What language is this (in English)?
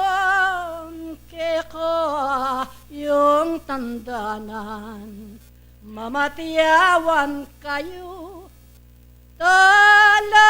Pampanga